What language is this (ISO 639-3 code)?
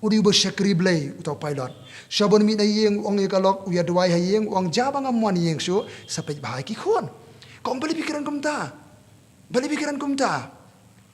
kha